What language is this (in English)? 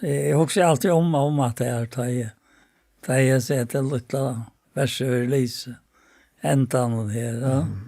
Faroese